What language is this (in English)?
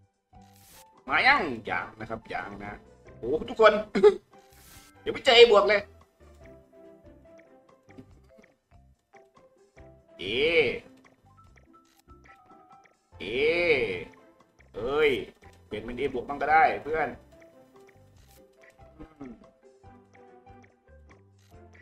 Thai